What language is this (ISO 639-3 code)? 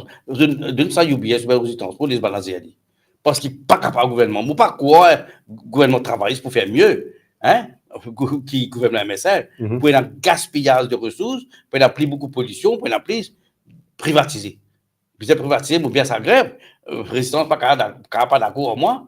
mfe